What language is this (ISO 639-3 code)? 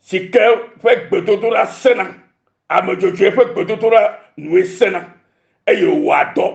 ewe